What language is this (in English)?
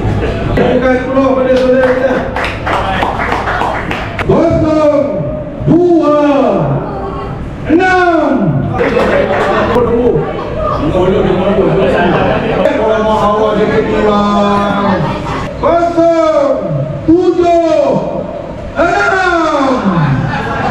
Malay